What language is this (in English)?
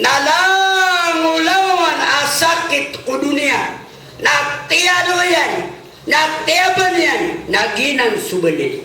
Maranao